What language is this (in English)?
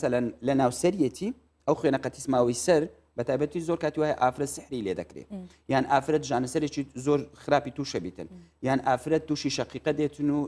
Central Kurdish